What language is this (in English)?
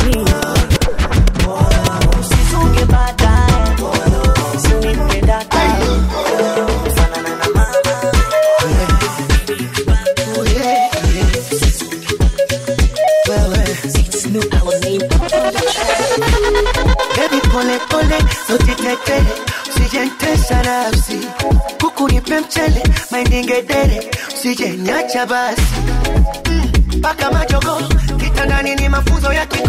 Swahili